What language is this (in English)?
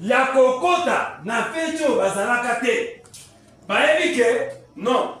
Lingala